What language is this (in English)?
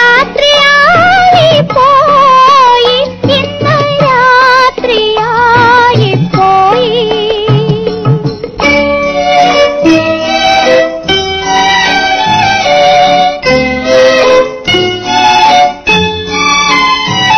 Malayalam